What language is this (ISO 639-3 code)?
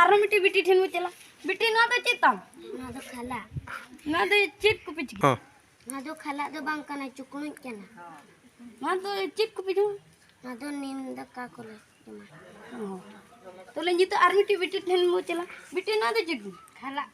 sat